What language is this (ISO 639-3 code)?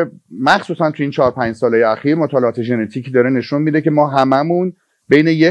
fas